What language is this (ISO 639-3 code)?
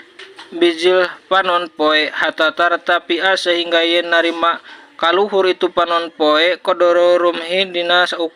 sun